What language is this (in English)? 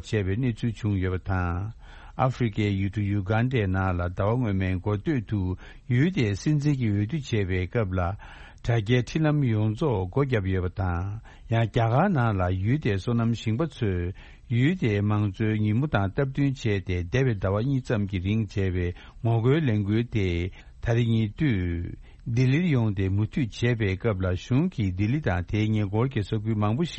Tibetan